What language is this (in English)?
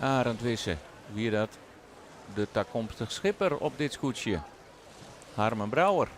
Western Frisian